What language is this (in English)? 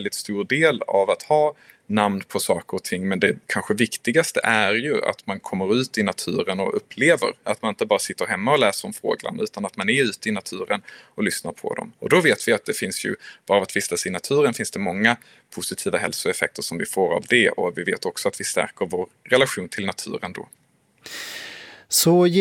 Swedish